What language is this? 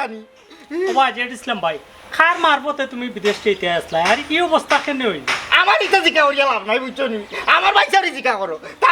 Sylheti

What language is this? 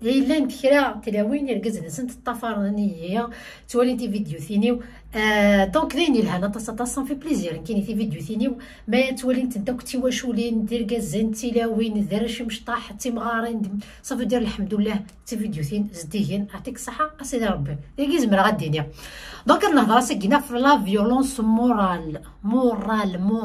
Kabyle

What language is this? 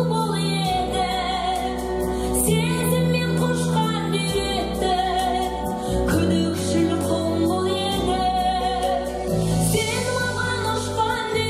Kazakh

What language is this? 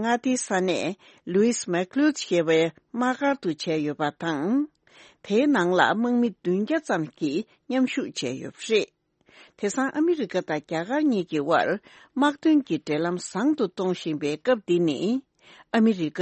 Tibetan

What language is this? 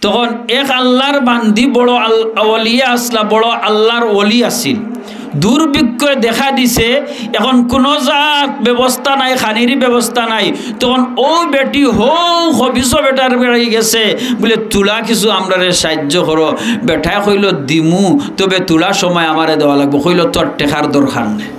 Sylheti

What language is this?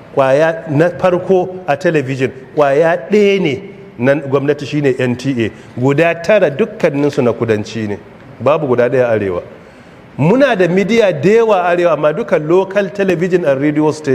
Hausa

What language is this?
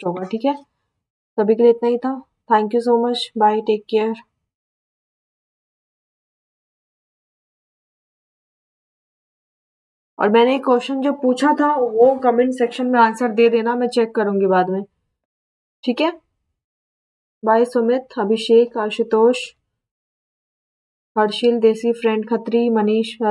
Hindi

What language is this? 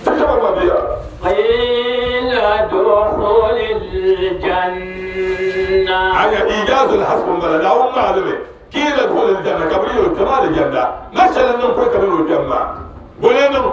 Dagbani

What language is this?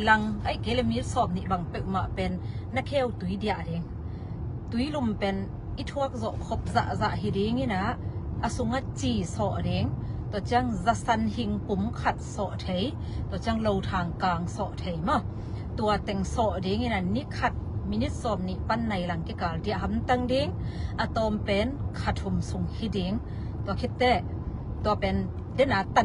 Tedim Chin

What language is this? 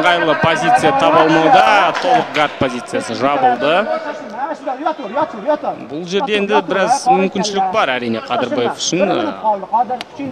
Kazakh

